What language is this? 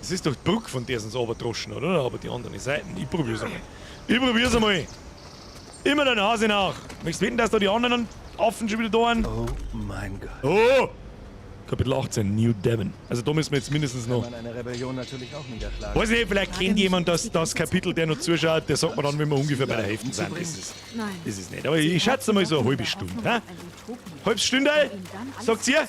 Bavarian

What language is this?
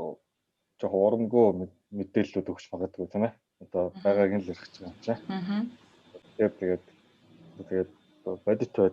Mongolian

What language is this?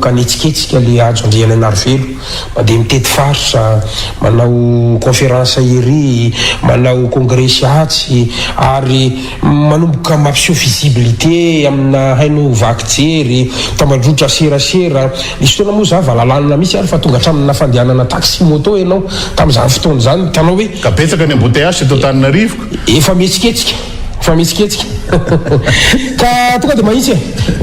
Malagasy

